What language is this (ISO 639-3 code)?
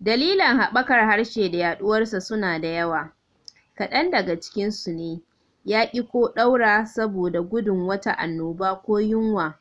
hau